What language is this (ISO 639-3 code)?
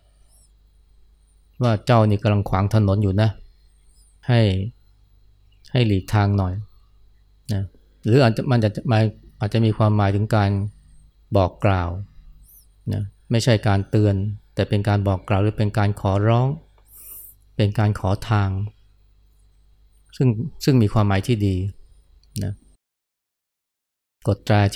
tha